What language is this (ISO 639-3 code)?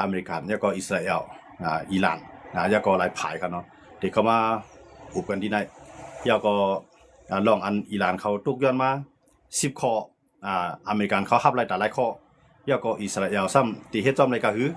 shn